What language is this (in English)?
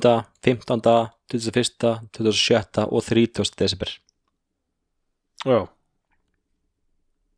Icelandic